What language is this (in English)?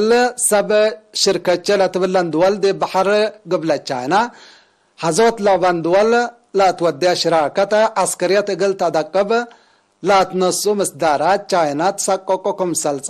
Tigre